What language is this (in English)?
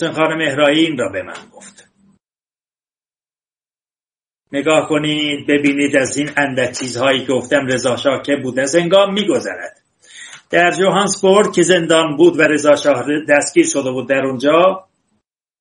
Persian